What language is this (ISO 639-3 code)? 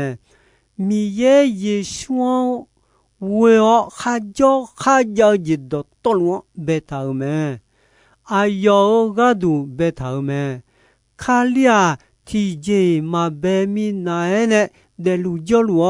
ahk